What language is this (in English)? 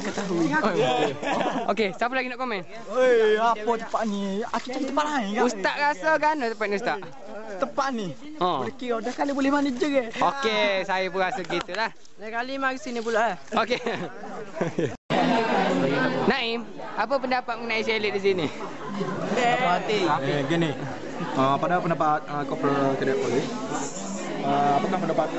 Malay